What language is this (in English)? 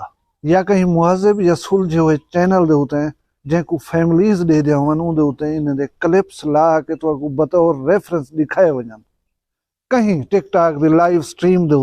Saraiki